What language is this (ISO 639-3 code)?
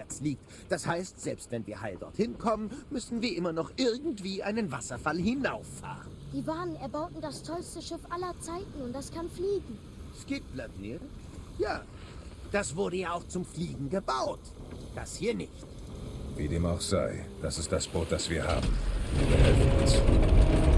bar